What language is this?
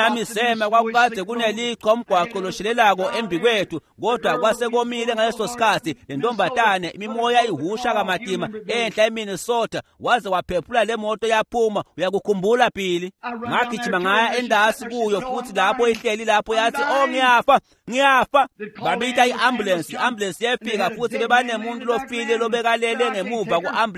Swati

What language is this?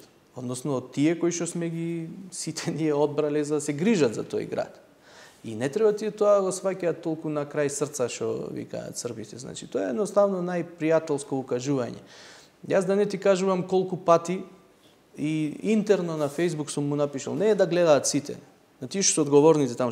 Macedonian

